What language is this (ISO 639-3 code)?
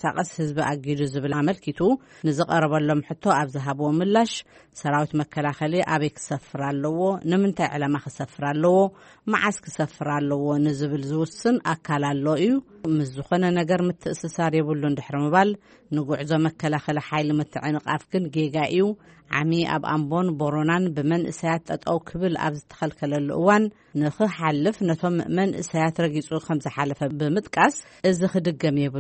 tir